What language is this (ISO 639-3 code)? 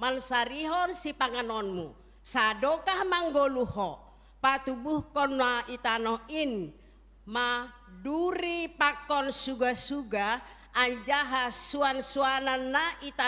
bts